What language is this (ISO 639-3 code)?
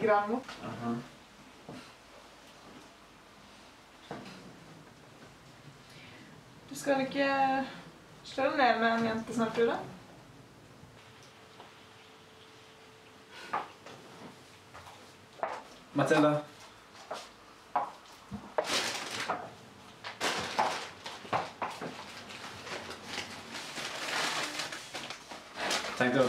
nor